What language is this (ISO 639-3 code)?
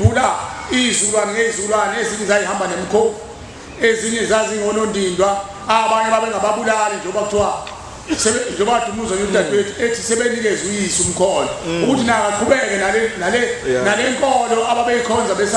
zul